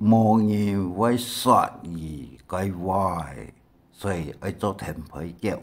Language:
Hakka Chinese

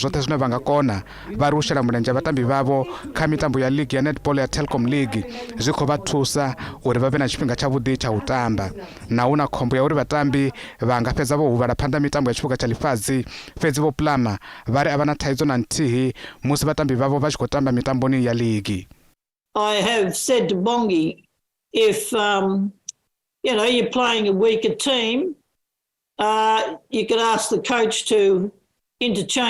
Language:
Venda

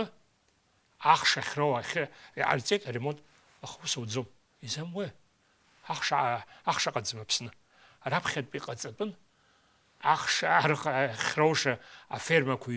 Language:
Abkhazian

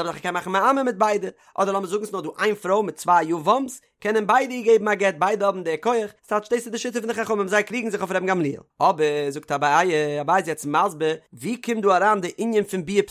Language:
Yiddish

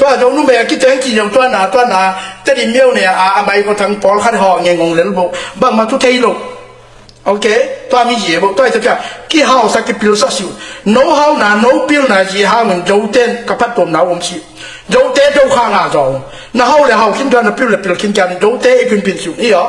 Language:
Tedim Chin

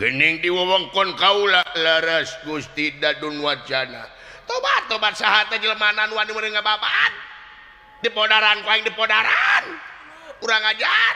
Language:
Sundanese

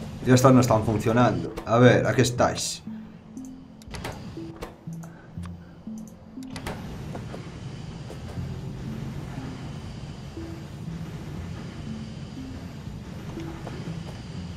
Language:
Spanish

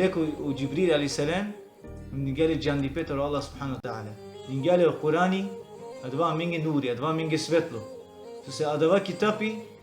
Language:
Balkan Romani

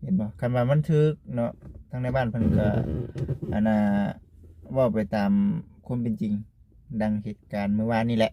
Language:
Lao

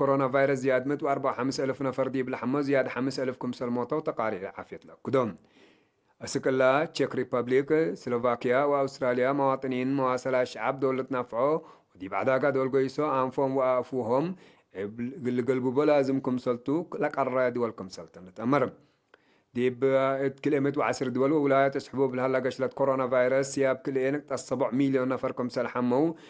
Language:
Tigre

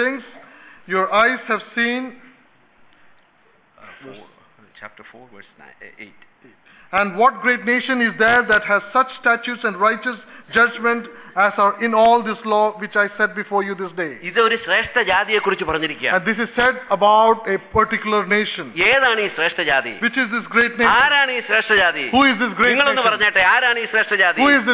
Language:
Malayalam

